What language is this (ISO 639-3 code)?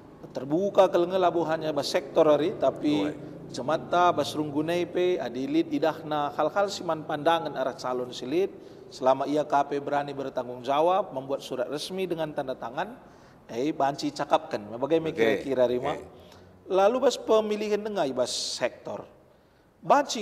btx